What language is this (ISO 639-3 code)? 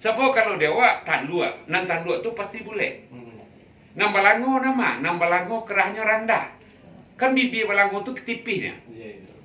min